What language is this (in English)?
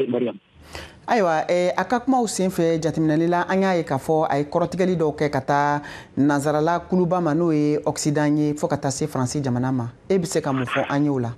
Bambara